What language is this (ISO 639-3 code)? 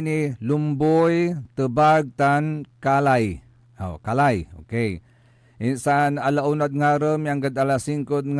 pag